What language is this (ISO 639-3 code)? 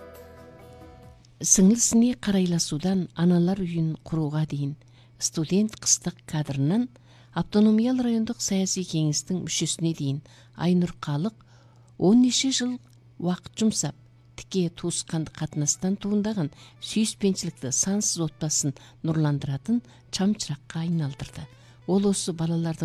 kaz